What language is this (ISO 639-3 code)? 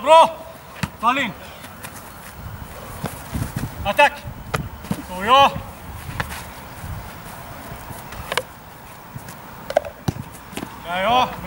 swe